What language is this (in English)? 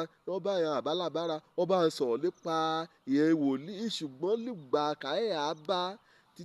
Yoruba